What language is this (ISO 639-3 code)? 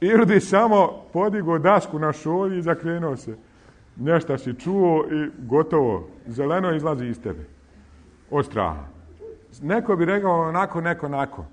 bos